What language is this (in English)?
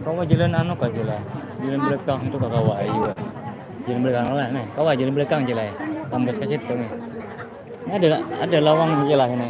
Banjar